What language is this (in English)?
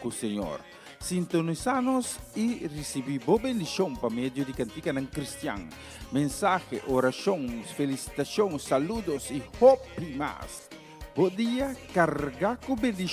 Papiamento